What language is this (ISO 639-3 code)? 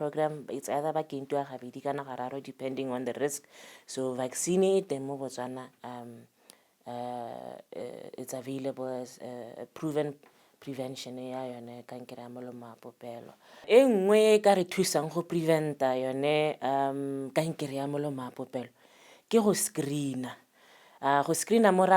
tsn